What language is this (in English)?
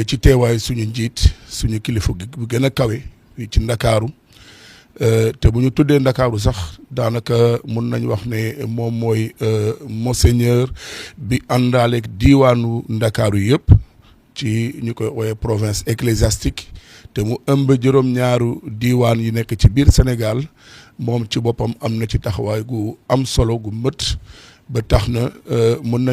Wolof